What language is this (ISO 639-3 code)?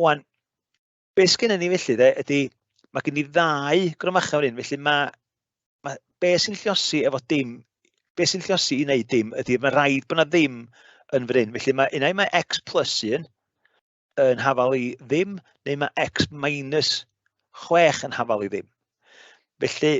cym